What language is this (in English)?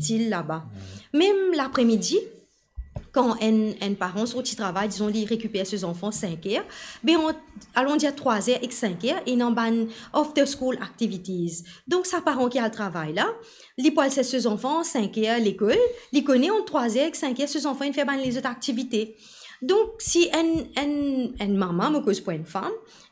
Morisyen